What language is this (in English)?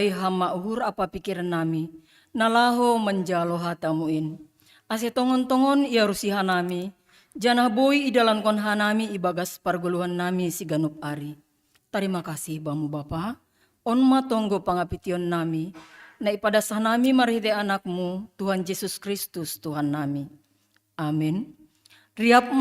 Batak Simalungun